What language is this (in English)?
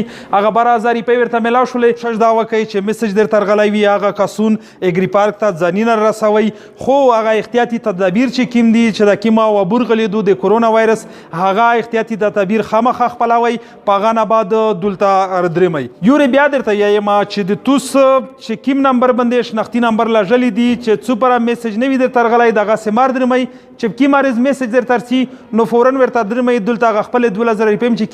Pashto